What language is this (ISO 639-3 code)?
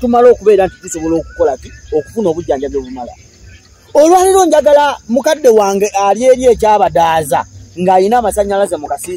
lug